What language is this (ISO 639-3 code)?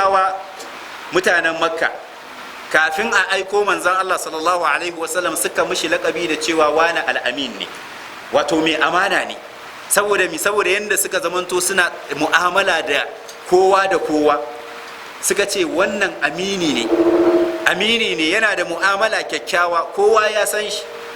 hau